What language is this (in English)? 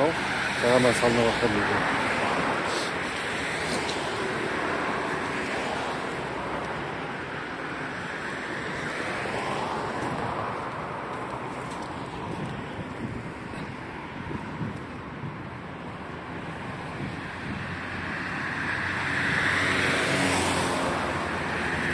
Kazakh